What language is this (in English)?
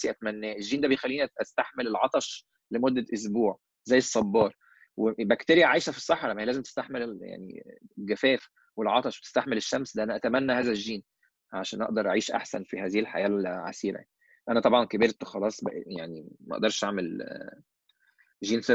Egyptian Arabic